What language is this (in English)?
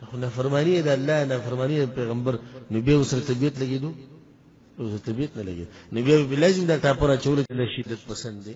Pashto